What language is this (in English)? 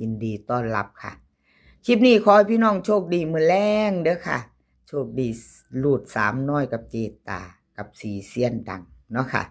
Northeastern Thai